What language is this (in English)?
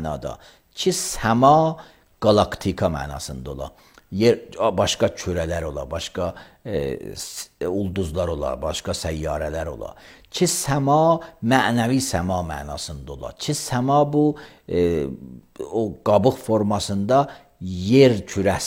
Azerbaijani